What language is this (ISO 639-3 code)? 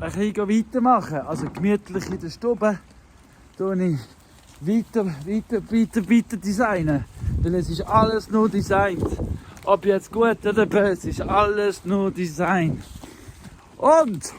gsw